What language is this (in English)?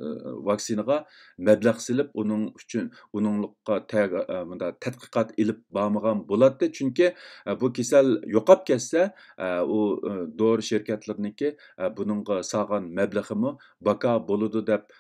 Uyghur